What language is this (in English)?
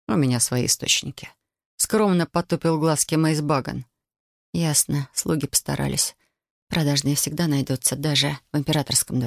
Russian